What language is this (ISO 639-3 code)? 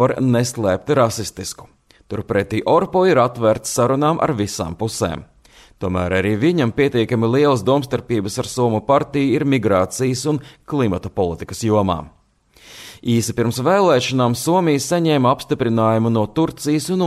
lav